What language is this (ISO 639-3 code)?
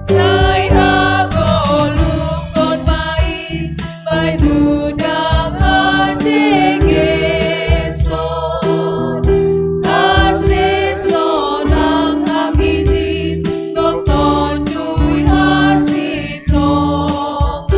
bts